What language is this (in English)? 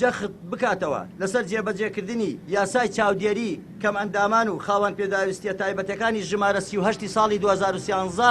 Central Kurdish